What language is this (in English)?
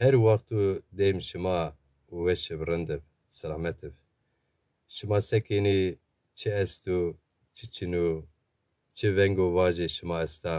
Zaza